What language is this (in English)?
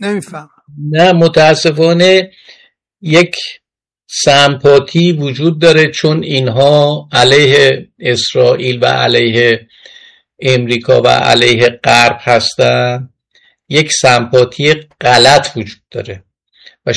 Persian